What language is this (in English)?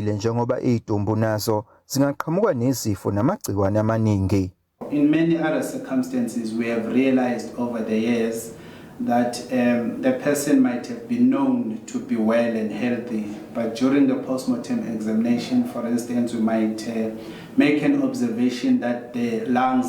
Zulu